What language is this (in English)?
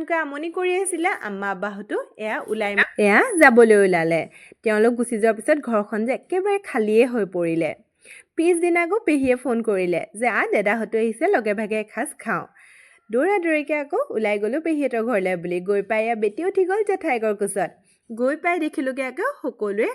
Assamese